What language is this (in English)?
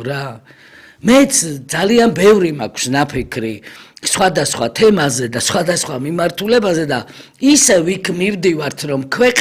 Georgian